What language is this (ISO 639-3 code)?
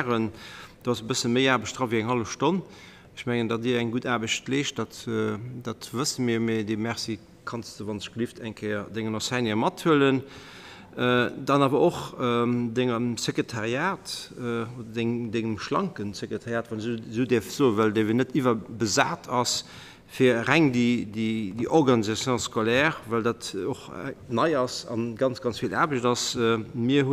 ltz